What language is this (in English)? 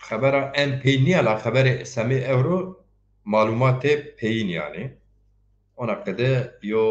Zaza